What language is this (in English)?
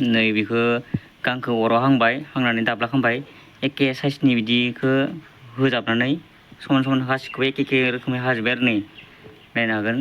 Bodo